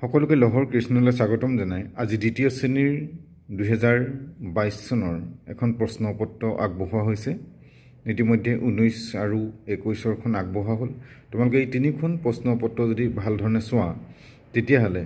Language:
Assamese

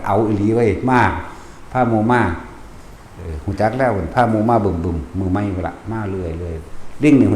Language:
Northeastern Thai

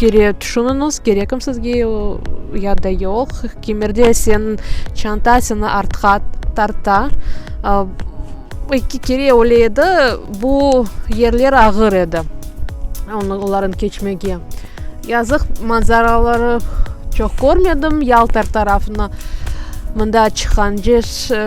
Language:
Crimean Tatar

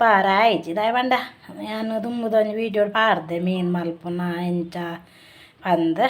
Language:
Tulu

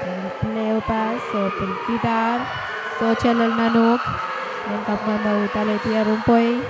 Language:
Pohnpeian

